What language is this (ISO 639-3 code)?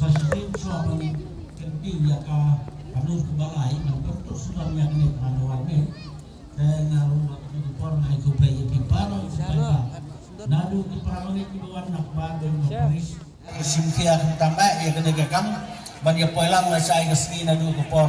kha